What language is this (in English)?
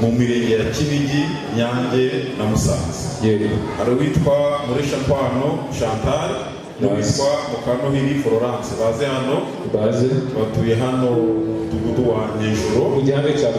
Kinyarwanda